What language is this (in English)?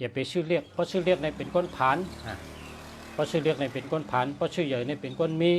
Shan